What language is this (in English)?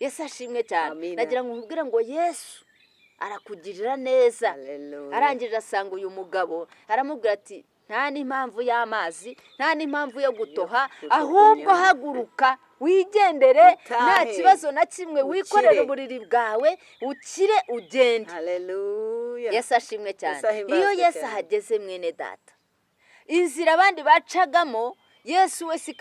Kinyarwanda